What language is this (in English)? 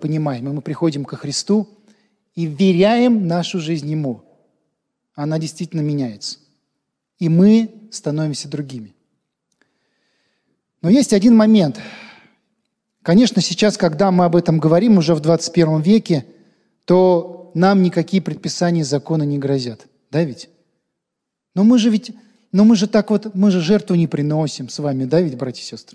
Russian